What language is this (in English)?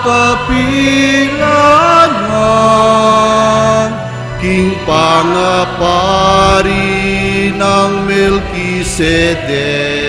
Pampanga